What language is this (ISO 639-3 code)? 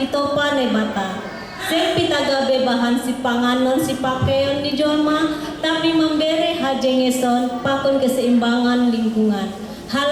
bts